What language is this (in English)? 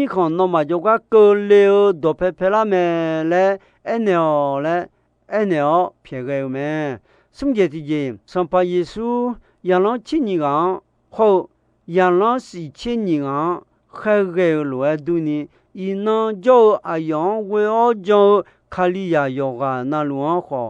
Akha